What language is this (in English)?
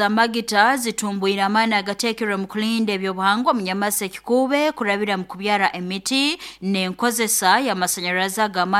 Nyoro